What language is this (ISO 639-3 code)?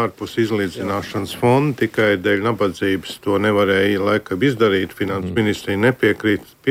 lav